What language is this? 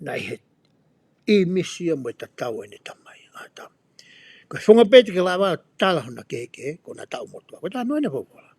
Tongan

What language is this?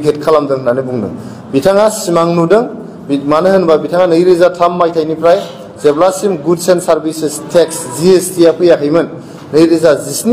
Bodo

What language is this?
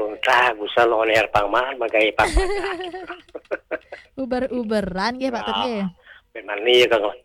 Balinese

